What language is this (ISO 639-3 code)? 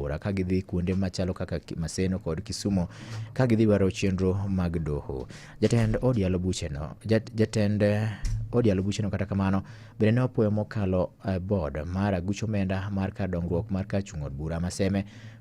luo